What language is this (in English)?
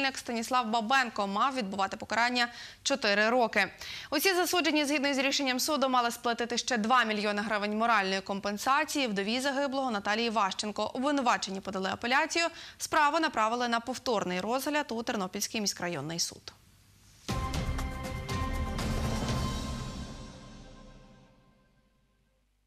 Ukrainian